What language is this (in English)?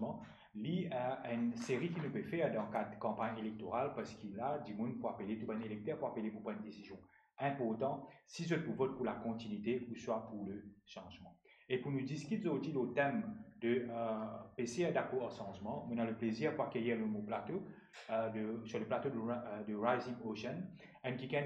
Morisyen